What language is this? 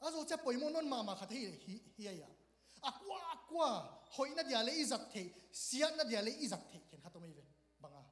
Tedim Chin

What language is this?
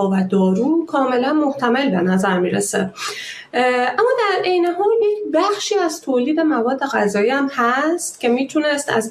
Persian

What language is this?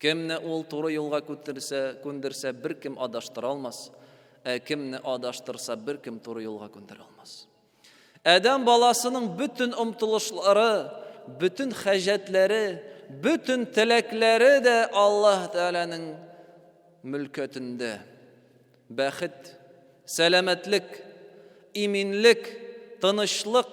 Tatar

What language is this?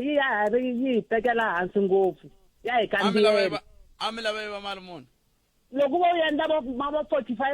Tsonga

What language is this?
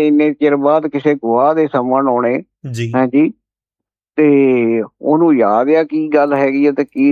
Punjabi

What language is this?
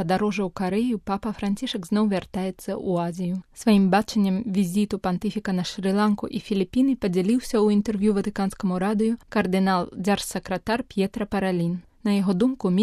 Belarusian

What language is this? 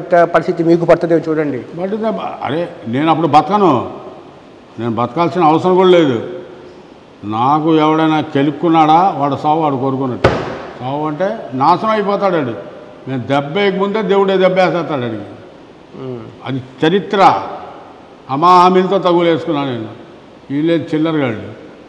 Telugu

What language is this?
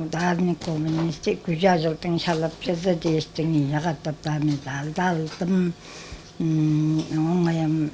Tuvinian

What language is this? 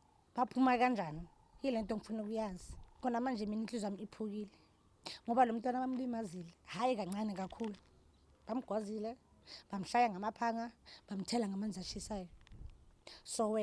Zulu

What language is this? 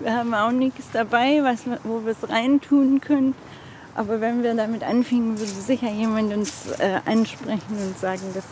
Swiss German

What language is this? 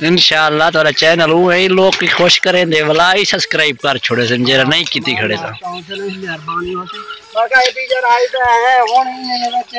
Saraiki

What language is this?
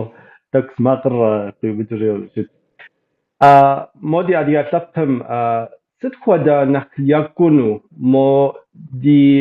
Kabardian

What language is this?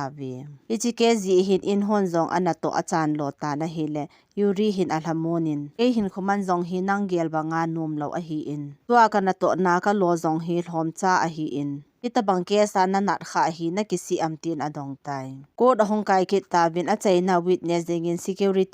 Thado Chin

